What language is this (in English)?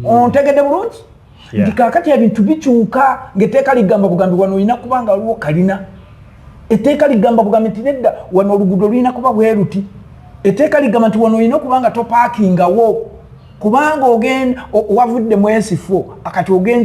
Ganda